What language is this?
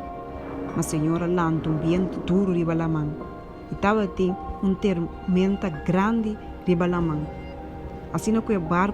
Papiamento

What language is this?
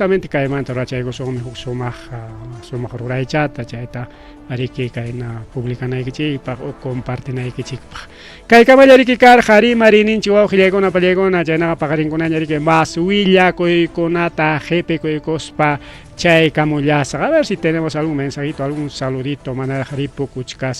Ayacucho Quechua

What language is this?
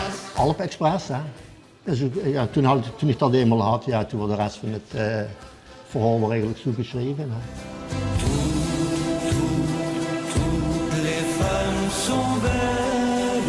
Limburgish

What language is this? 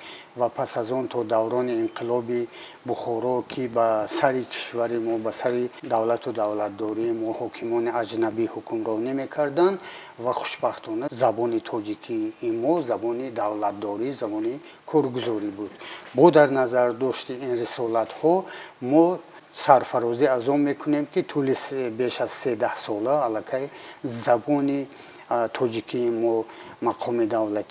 Tajik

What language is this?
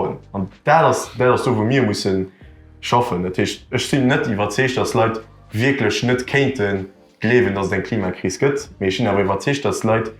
Luxembourgish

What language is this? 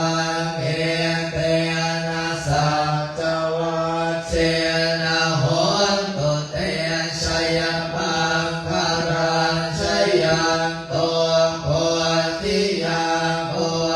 Pali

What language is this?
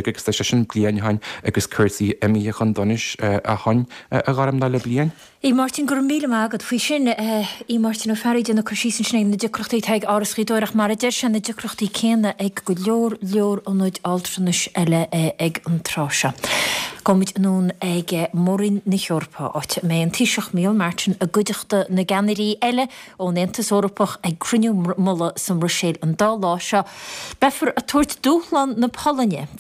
Irish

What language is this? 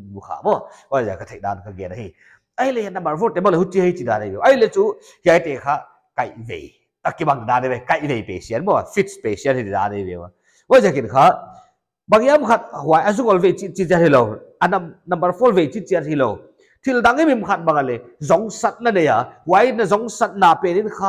Paite Chin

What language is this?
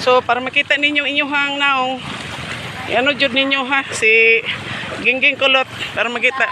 Cebuano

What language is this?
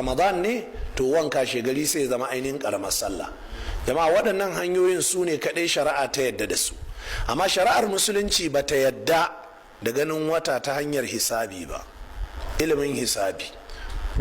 Hausa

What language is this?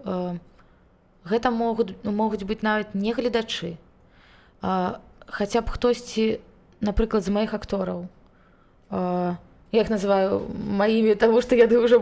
Belarusian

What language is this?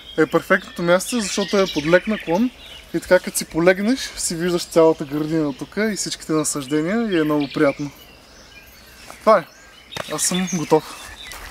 Bulgarian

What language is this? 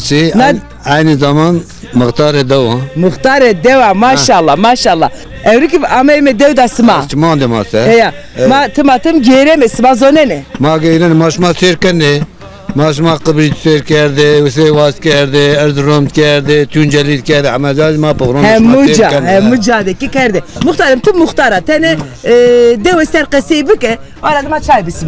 Zaza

